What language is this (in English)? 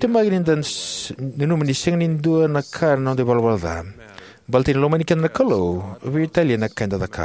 Fijian